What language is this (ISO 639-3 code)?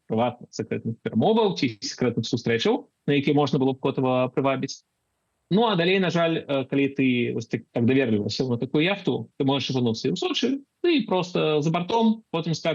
bel